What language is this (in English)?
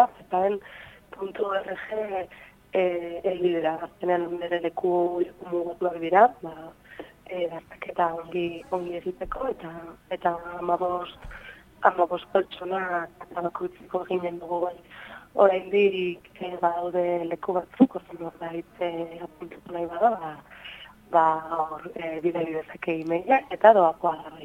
Basque